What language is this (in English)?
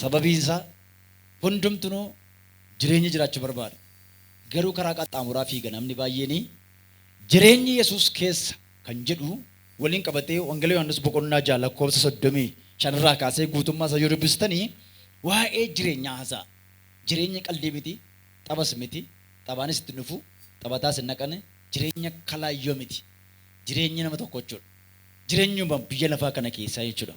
Oromo